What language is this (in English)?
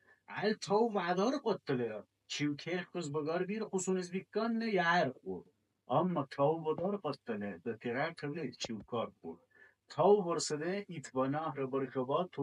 Dargwa